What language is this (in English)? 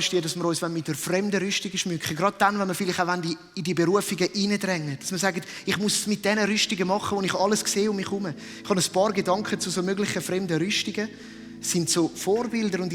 Swiss German